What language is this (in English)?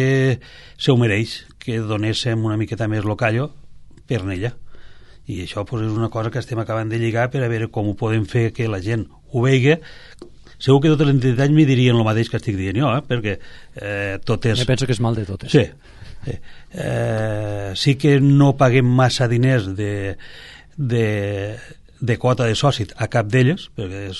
Catalan